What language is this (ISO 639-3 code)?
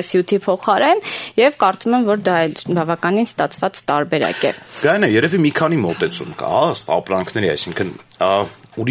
hye